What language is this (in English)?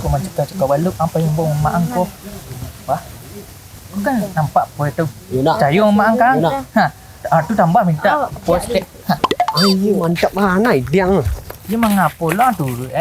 Minangkabau